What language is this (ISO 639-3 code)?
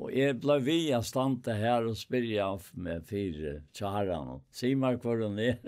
fao